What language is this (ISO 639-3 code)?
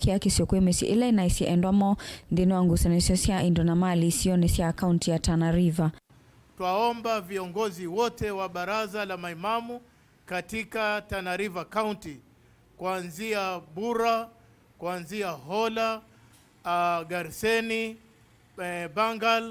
kam